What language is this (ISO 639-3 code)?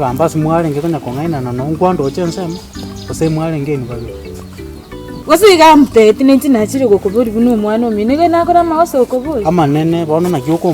guz